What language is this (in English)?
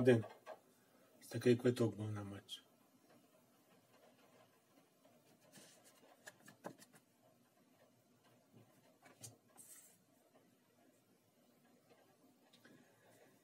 Ukrainian